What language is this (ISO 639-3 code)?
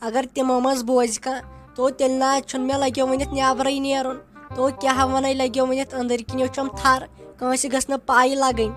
kas